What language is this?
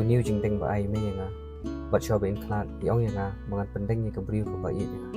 Khasi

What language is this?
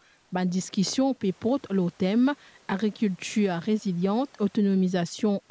Morisyen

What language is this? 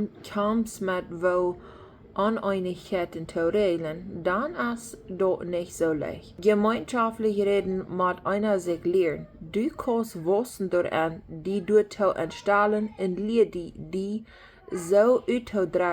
Plautdietsch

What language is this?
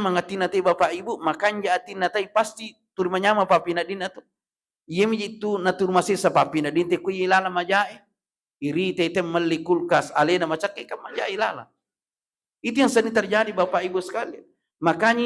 Buginese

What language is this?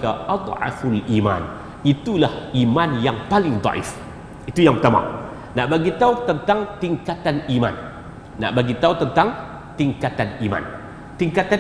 Malay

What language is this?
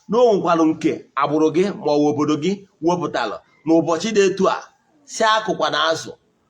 Igbo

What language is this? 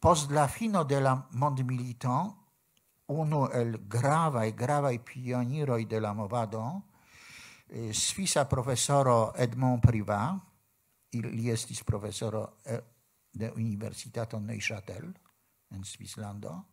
Esperanto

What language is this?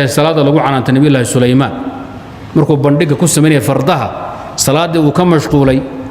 Somali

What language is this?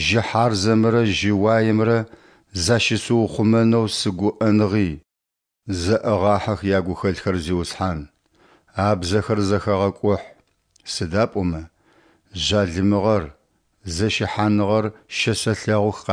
Adyghe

